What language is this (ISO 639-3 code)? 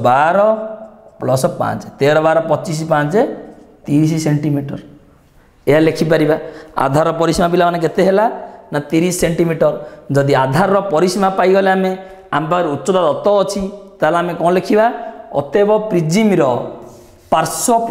ori